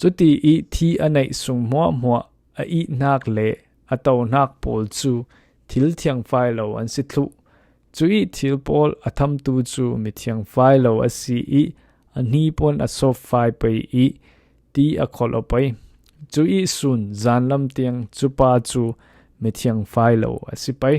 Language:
Falam Chin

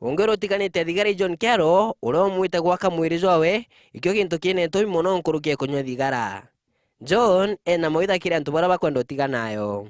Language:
Meru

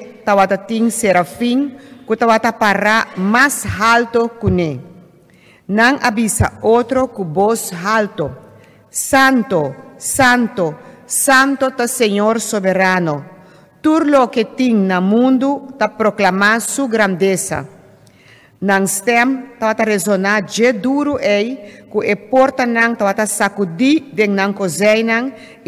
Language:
Papiamento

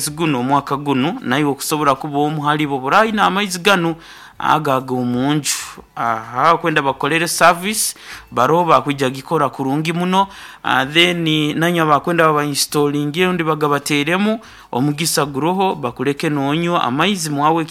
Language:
Nyoro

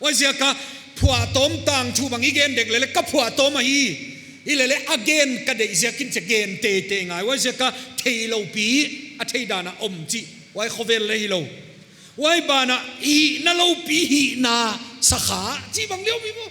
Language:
Paite Chin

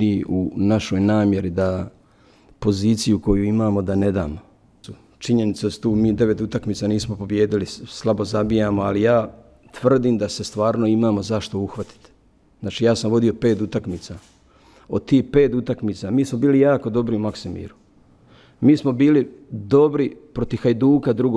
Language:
Croatian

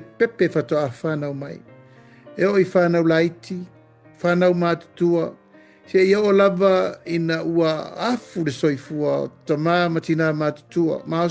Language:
Samoan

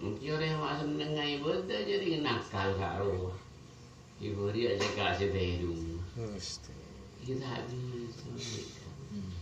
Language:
Madurese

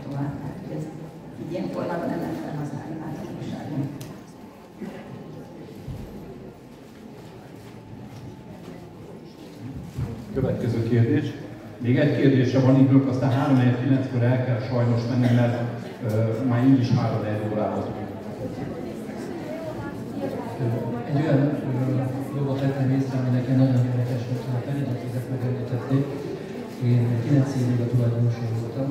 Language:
Hungarian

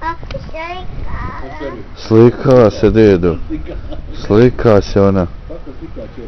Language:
Bosnian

